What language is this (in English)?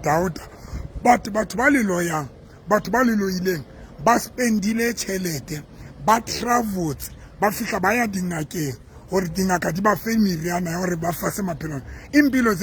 Southern Sotho